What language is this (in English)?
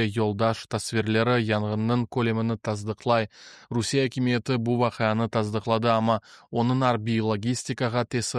Crimean Tatar